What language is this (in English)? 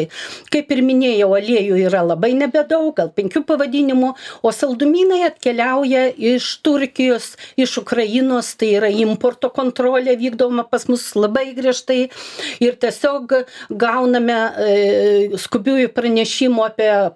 Lithuanian